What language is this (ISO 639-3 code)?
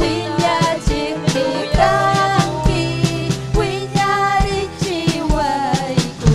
quy